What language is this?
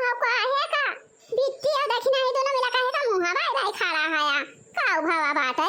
Awadhi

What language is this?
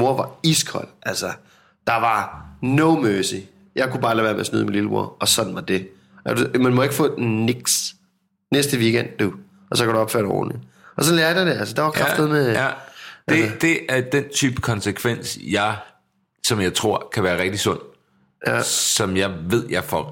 Danish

